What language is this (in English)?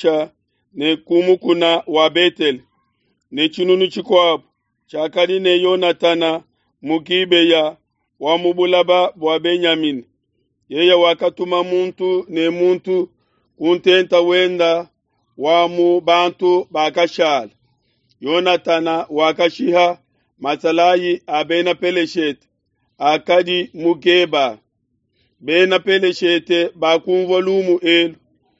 Luba-Lulua